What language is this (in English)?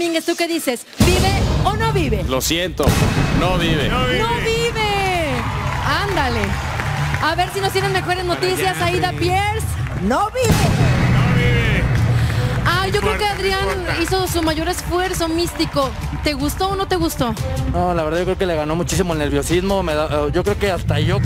Spanish